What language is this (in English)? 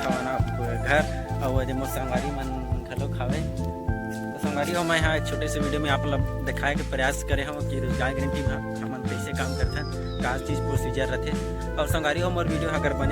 Chhattisgarhi